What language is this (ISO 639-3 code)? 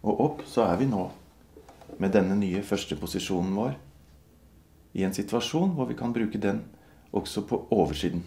nor